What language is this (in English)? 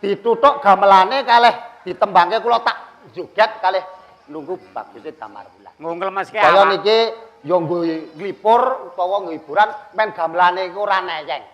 Javanese